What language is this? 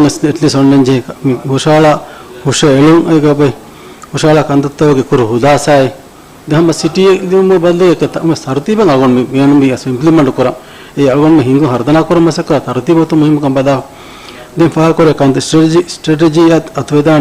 Divehi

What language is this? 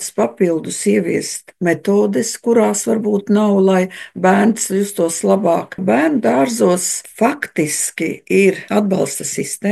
Latvian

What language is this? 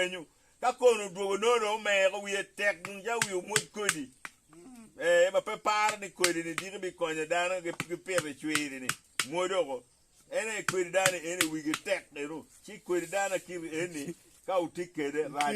Acoli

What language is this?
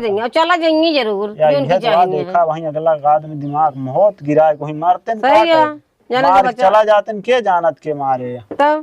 Awadhi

